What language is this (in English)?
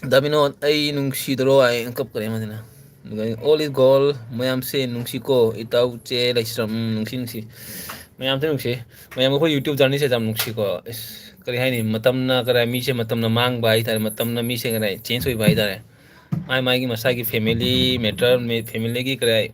Manipuri